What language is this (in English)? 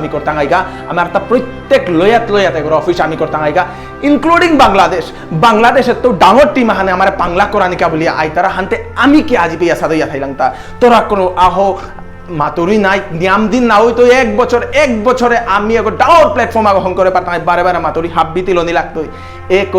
Bishnupriya